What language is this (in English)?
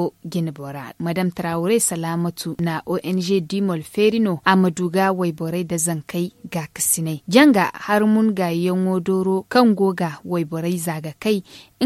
Zarma